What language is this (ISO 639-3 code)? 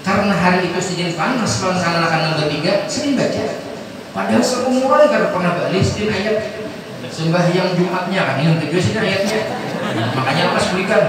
bjn